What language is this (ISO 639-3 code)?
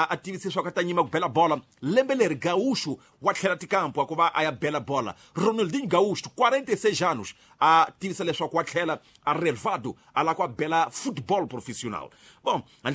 tso